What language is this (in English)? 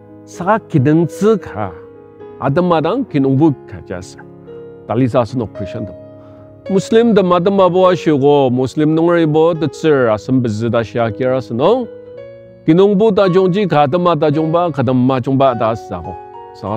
Ao Naga